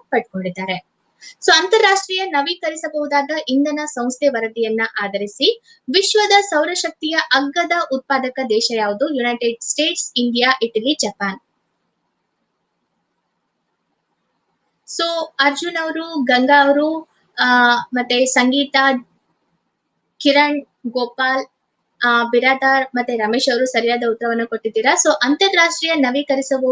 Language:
Kannada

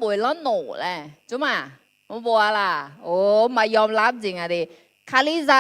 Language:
Akha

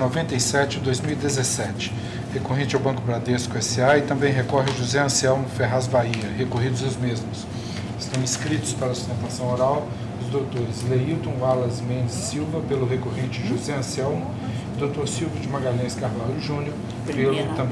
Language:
Portuguese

